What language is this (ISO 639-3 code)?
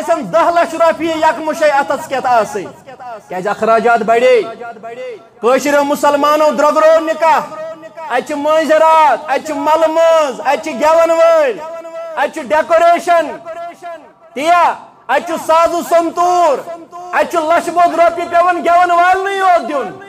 kas